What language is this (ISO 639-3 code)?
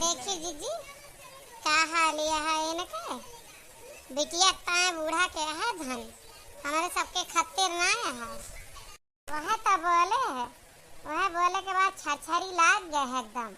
awa